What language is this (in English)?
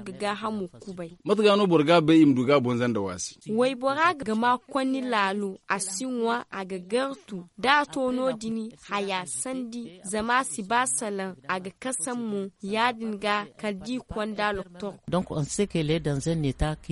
Zarma